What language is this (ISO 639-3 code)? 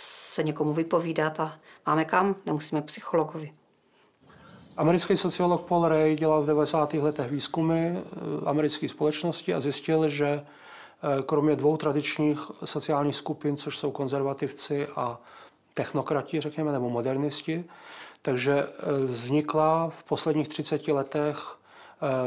ces